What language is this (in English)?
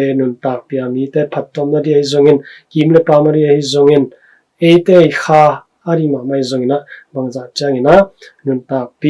Tedim Chin